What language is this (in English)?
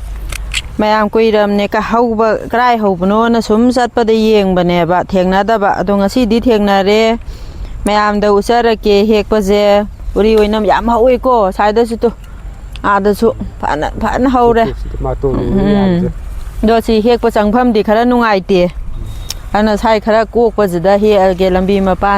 Manipuri